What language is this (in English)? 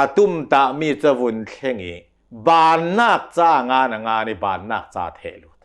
Hakha Chin